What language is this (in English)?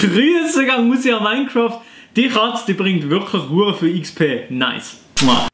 Swiss German